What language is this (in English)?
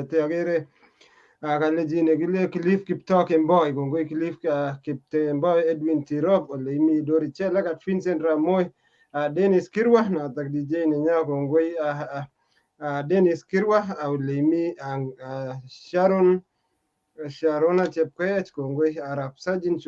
Kalenjin